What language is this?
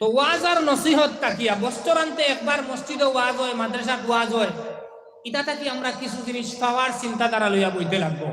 Sylheti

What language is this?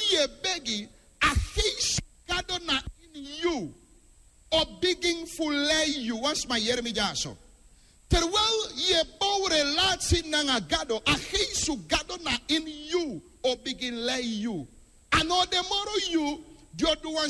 Sranan Tongo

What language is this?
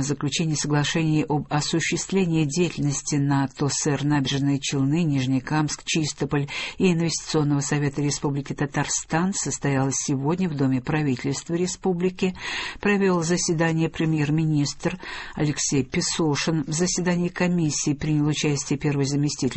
Russian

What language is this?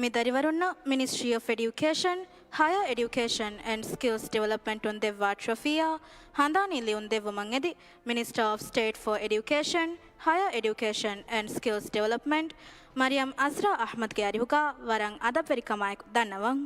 Divehi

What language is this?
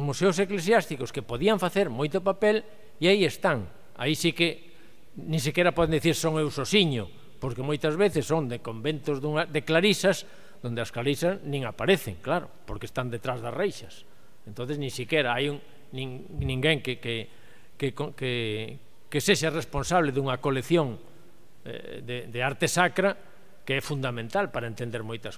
Galician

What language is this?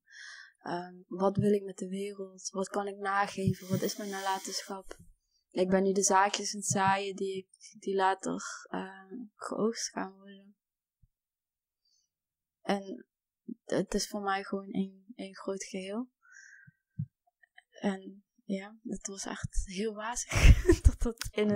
Dutch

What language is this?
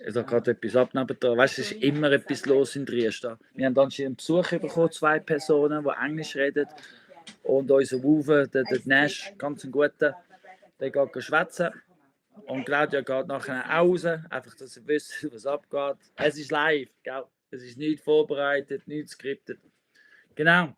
Swiss German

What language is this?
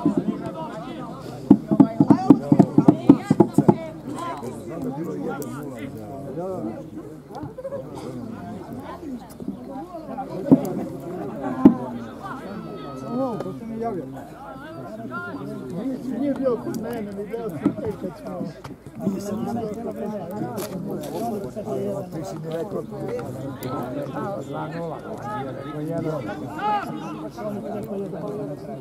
Serbian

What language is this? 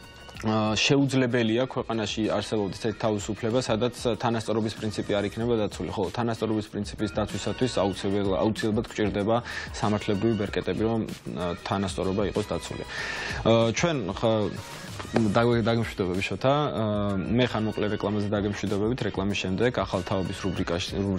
Georgian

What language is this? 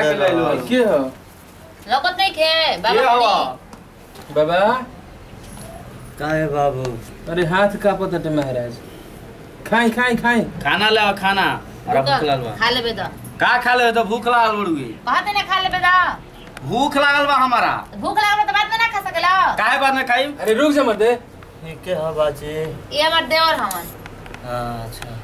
Bhojpuri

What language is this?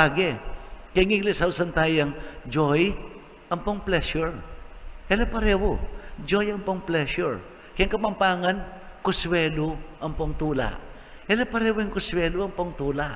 Pampanga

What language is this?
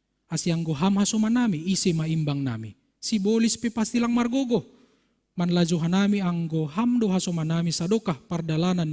Batak Simalungun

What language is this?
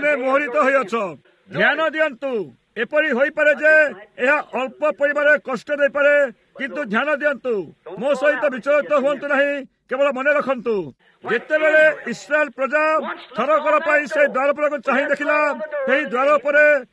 Odia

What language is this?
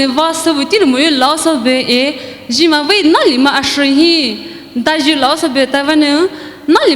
Poumei Naga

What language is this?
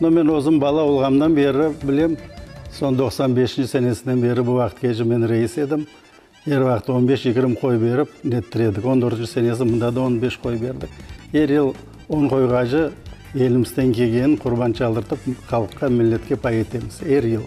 Crimean Tatar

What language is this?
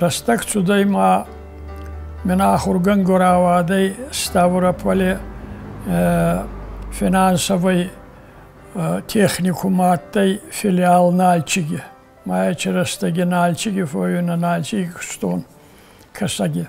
Ossetic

